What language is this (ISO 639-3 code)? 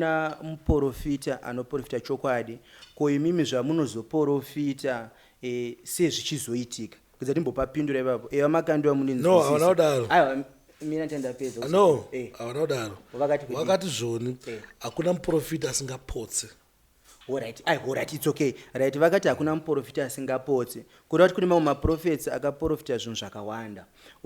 sna